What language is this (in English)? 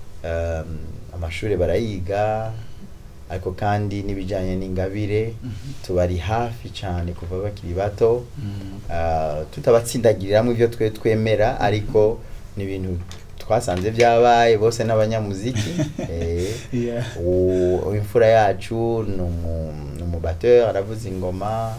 Rundi